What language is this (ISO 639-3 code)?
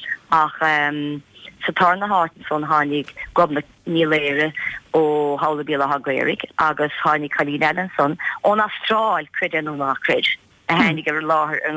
gle